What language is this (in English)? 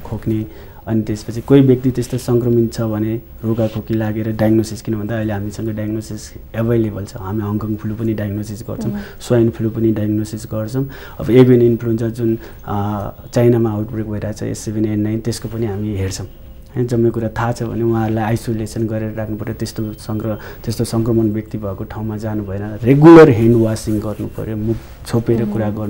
Nepali